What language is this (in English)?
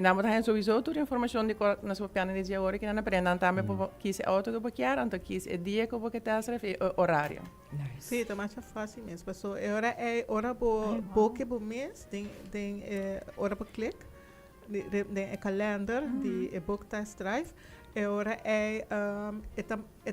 Papiamento